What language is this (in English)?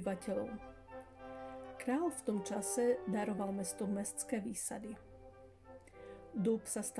Slovak